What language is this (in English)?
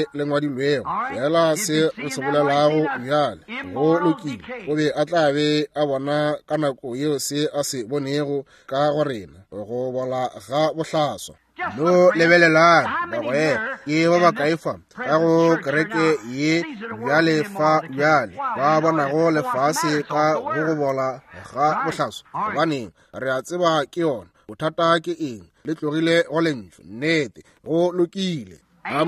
Northern Sotho